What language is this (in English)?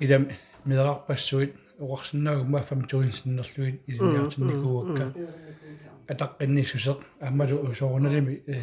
Kalaallisut